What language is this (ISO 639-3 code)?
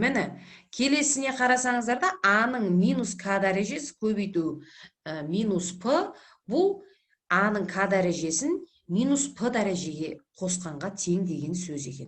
kaz